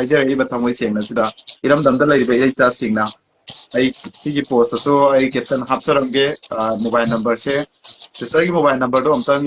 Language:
Manipuri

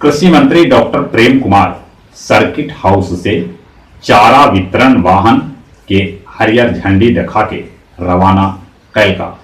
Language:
Magahi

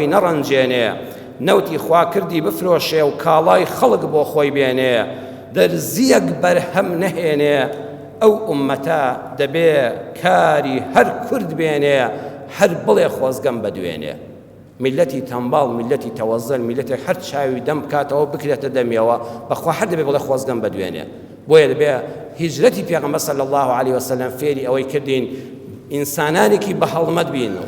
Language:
Central Kurdish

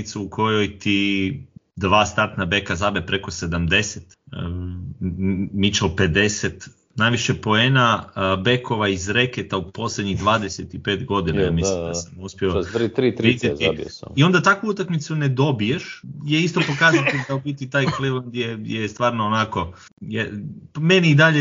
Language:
Croatian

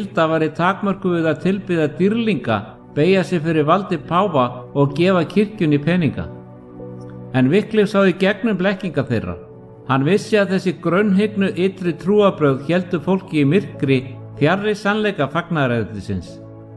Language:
Icelandic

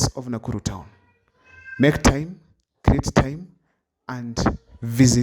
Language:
Gusii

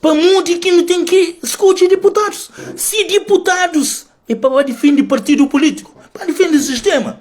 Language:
Kabuverdianu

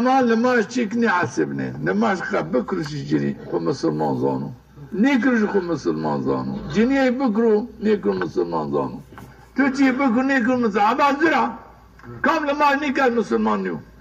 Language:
Zaza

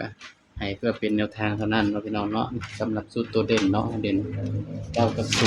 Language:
Northeastern Thai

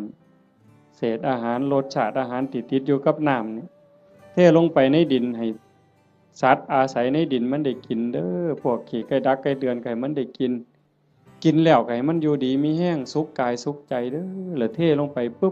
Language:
Northeastern Thai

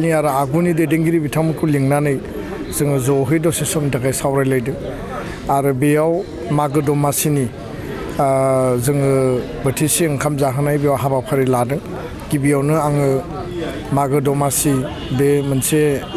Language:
Bodo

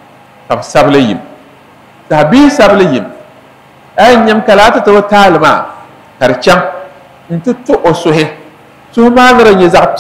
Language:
Dagbani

